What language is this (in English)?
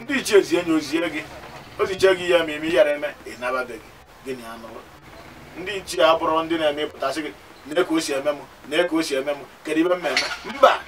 Igbo